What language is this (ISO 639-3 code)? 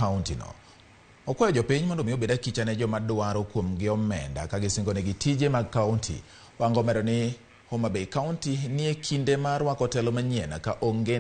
luo